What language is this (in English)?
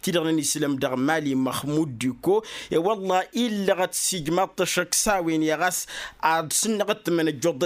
Tamasheq